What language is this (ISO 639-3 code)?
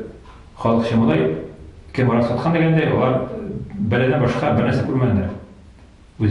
tat